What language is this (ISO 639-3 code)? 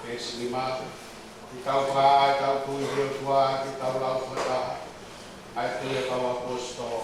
ton